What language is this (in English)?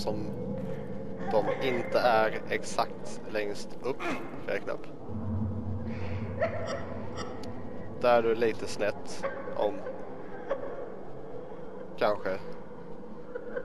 Swedish